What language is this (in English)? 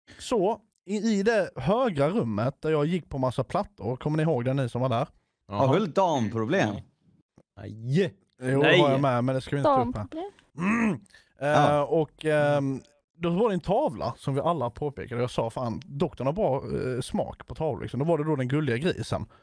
Swedish